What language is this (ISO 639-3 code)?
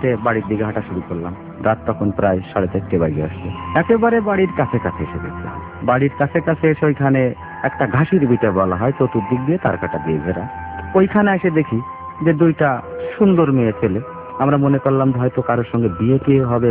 ben